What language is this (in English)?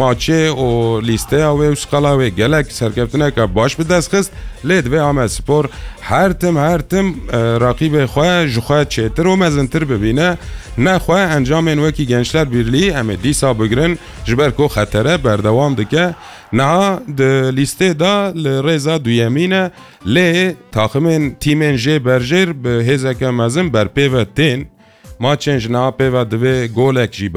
Kurdish